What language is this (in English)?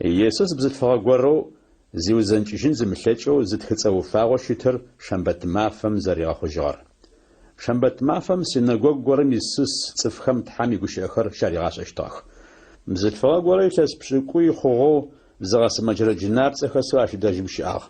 Adyghe